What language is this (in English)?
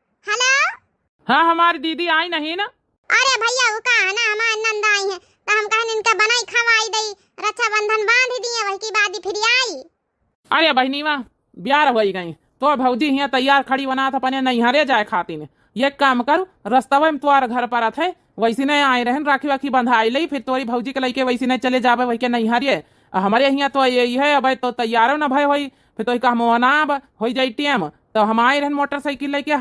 Awadhi